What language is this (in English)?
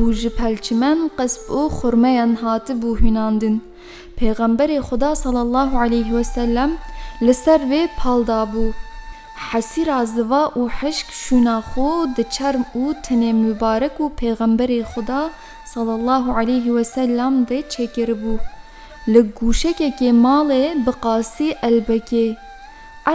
Kurdish